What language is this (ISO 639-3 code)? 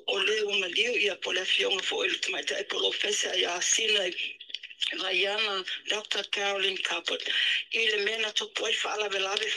smo